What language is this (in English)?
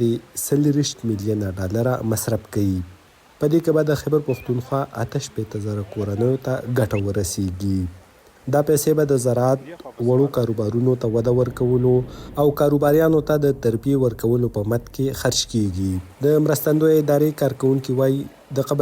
Pashto